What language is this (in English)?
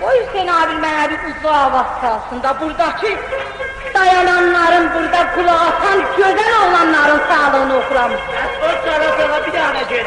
South Azerbaijani